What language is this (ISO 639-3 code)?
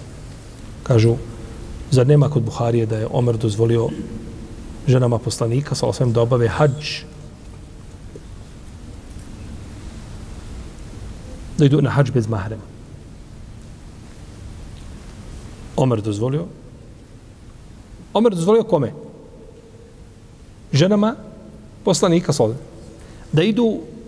bos